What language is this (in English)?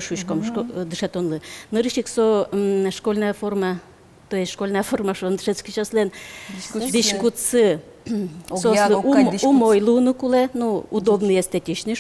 Udmurt